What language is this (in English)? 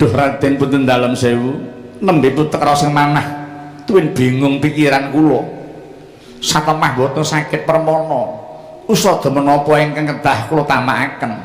Javanese